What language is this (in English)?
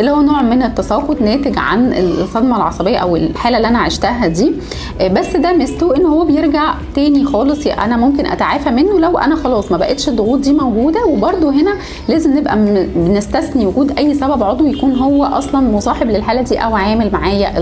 Egyptian Arabic